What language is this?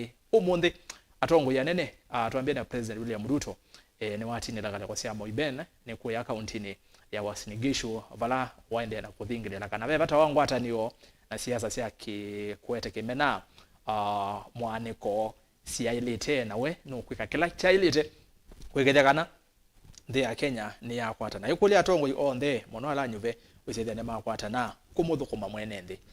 Kamba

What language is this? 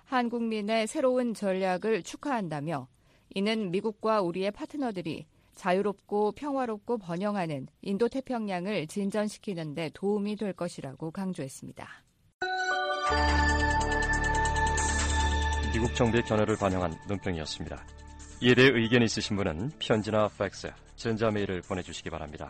Korean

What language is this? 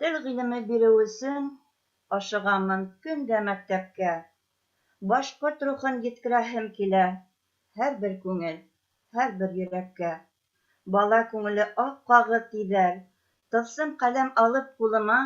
Bashkir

